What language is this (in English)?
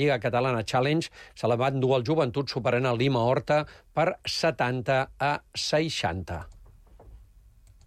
Catalan